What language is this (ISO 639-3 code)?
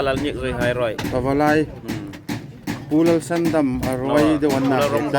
hmr